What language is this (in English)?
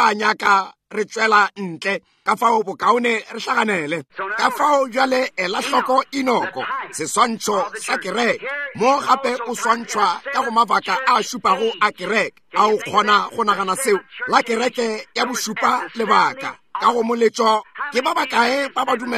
Northern Sotho